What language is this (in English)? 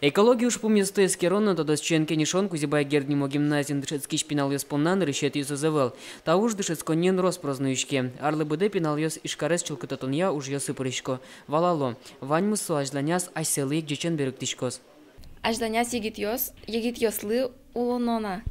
Udmurt